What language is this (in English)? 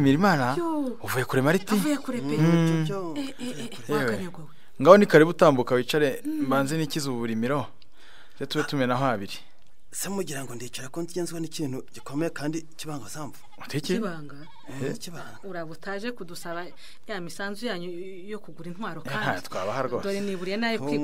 Kinyarwanda